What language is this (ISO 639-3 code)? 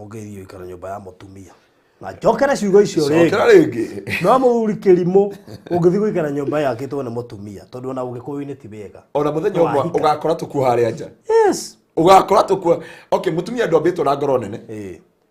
kik